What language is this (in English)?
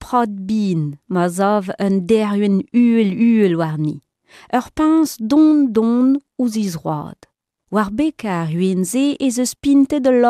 Breton